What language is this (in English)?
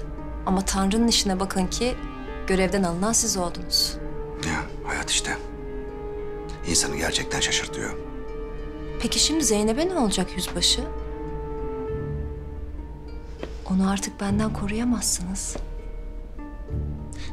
Turkish